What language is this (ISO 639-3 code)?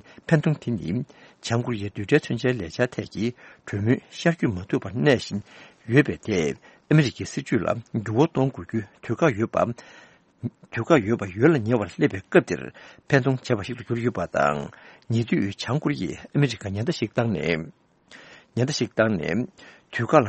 bod